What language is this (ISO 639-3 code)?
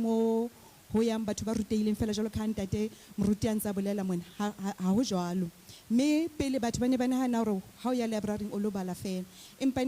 sot